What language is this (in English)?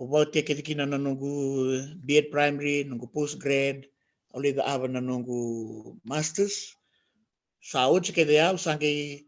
Fijian